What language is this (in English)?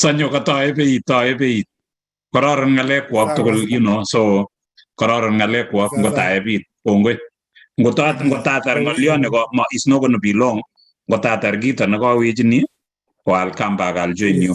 Kalenjin